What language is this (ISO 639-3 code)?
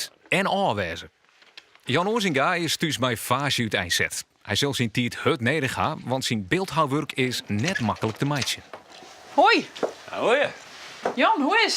fry